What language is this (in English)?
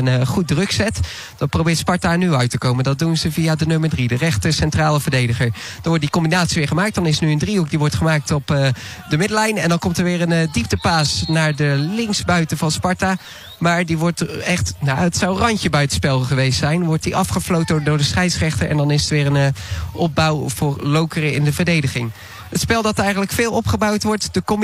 Dutch